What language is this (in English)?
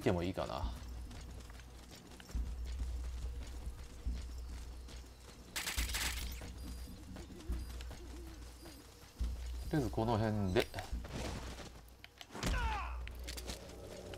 Japanese